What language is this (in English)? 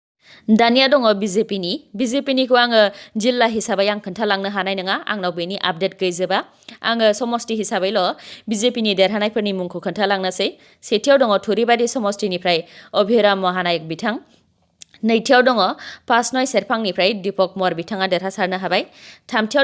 Bodo